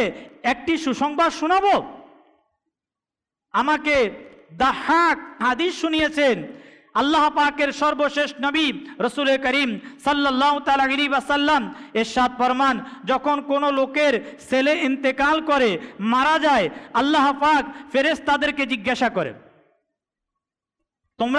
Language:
Bangla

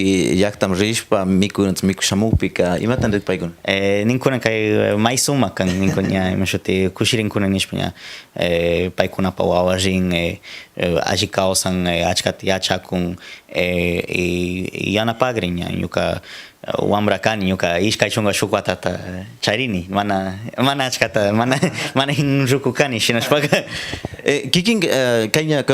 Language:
Cañar Highland Quichua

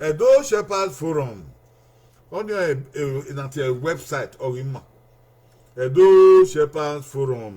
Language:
Bini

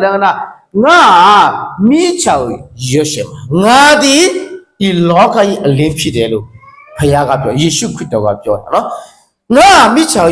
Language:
Akha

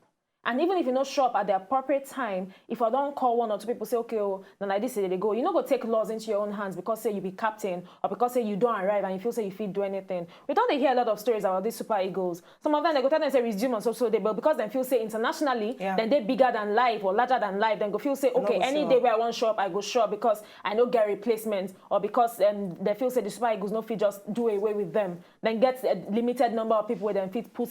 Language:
Nigerian Pidgin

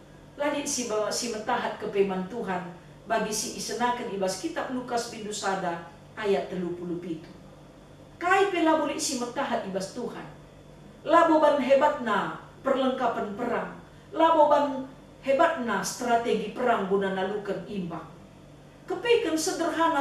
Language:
Batak Karo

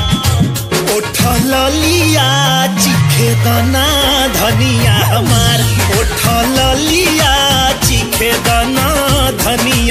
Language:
Bhojpuri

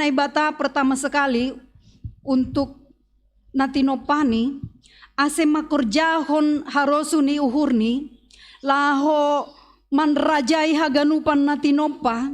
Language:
Batak Simalungun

